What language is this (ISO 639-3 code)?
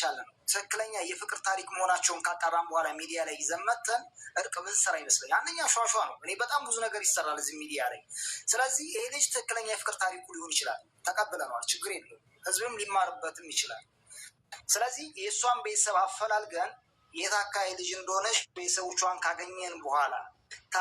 amh